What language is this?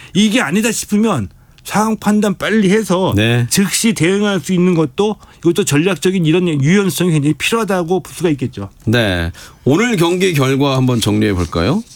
Korean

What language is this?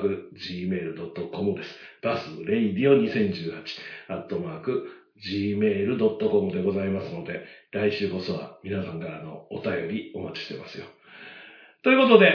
Japanese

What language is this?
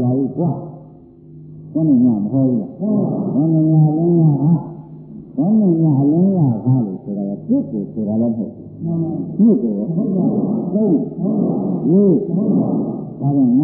Burmese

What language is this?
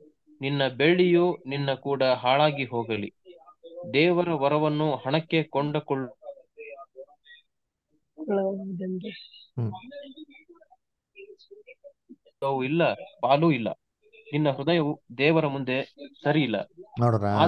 Kannada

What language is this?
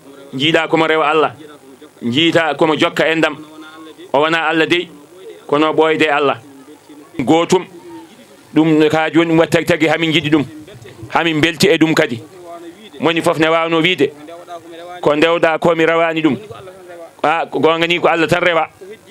Fula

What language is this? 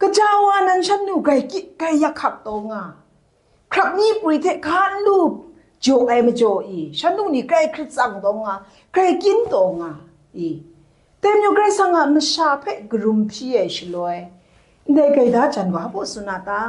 Kachin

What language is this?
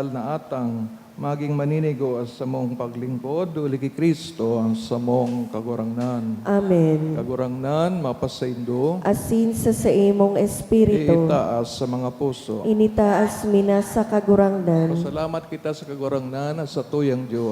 Bikol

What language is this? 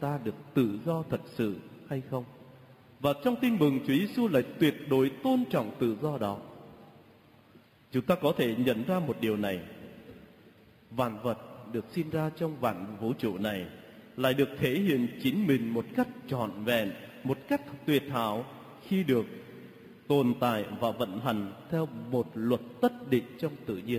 Vietnamese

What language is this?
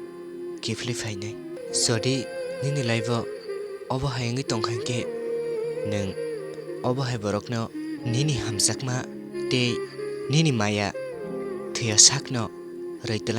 Kok Borok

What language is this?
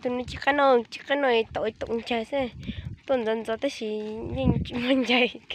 Hmong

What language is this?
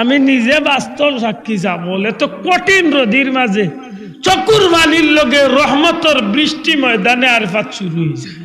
Sylheti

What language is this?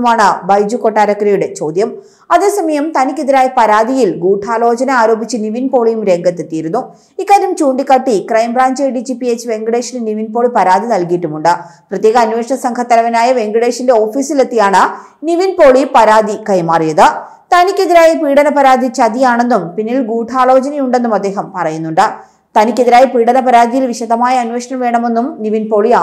Malayalam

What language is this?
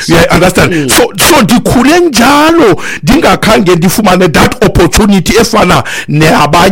Xhosa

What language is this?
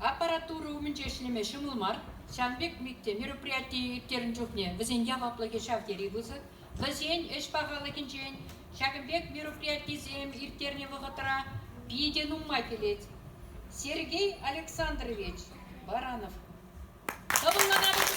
Chuvash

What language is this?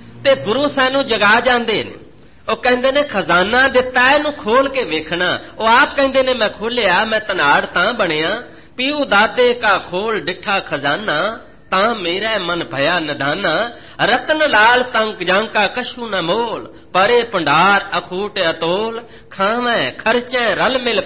Punjabi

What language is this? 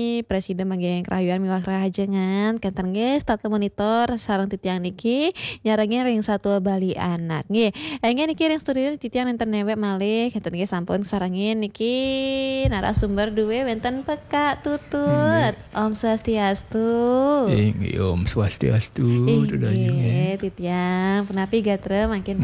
Balinese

